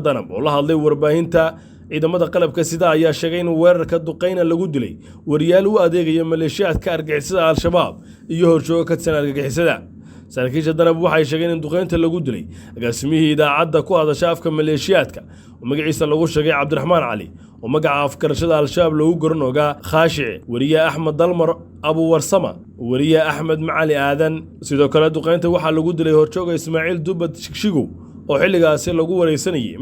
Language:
Somali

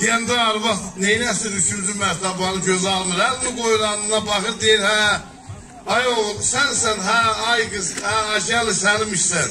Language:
South Azerbaijani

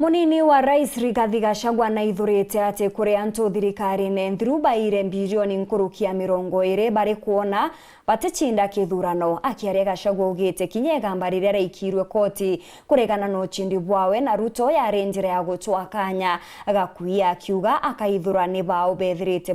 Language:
Meru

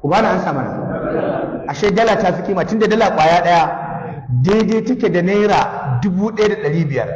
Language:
Hausa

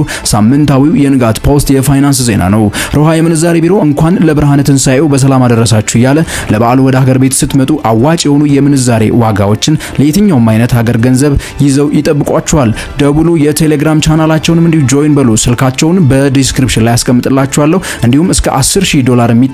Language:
Amharic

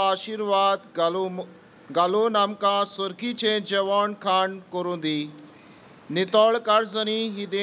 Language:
Konkani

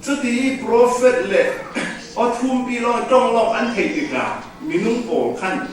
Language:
Falam Chin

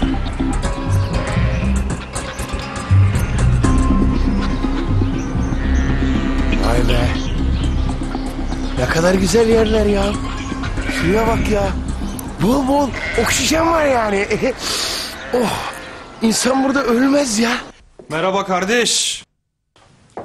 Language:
Turkish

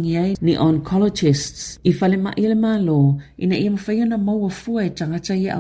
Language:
Samoan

